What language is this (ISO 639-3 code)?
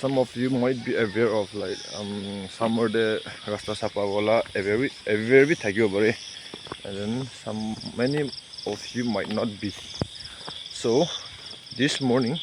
nag